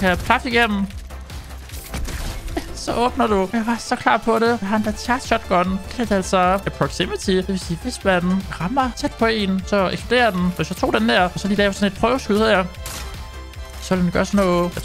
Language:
Danish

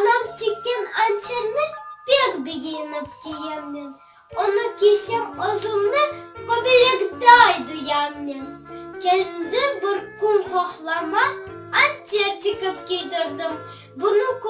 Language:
Crimean Tatar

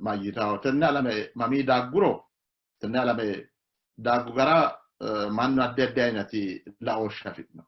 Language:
Sidamo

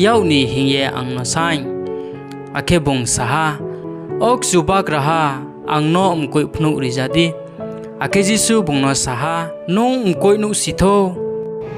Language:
Riang (India)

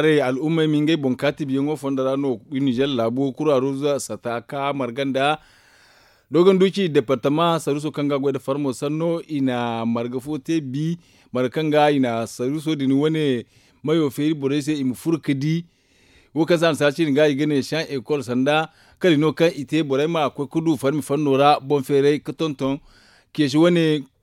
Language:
Zarma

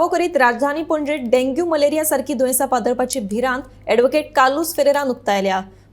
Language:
Konkani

